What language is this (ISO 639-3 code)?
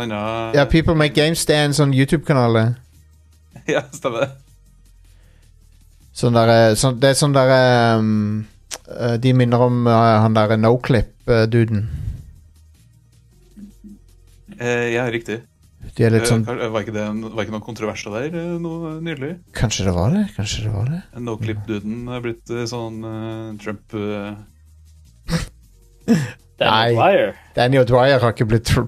nor